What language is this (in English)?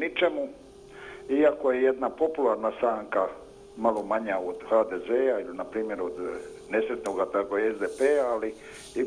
Croatian